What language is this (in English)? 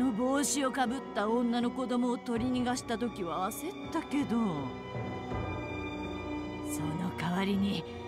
Japanese